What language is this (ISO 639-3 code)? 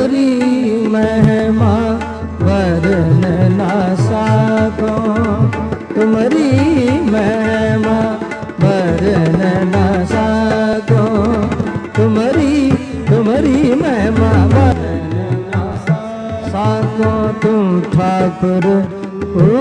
hin